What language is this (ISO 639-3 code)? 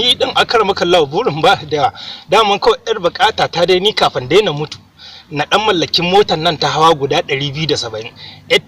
hau